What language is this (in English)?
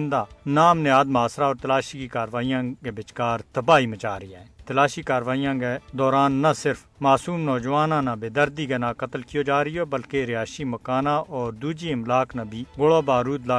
Gujari